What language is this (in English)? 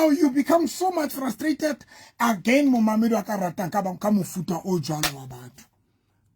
Southern Sotho